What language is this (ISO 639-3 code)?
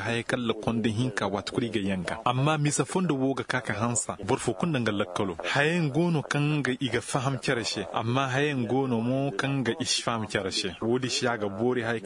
ses